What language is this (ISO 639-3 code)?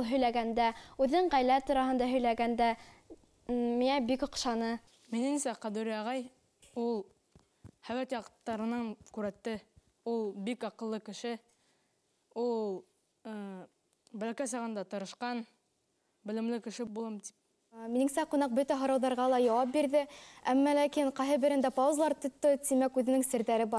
bak